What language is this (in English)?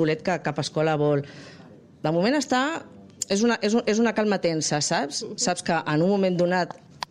Catalan